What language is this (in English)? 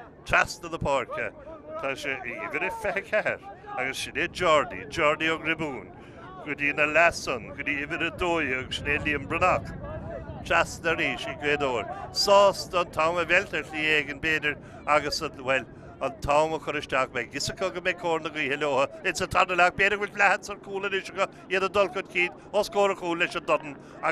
Irish